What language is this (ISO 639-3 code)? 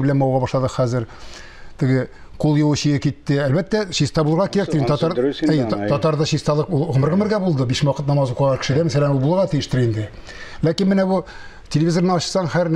tat